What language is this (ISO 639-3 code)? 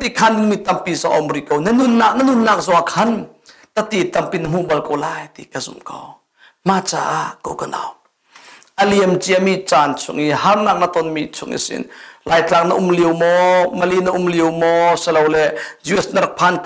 cnh